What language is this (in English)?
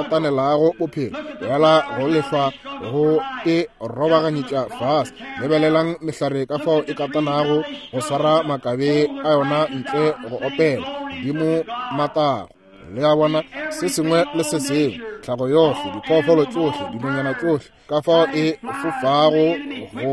Northern Sotho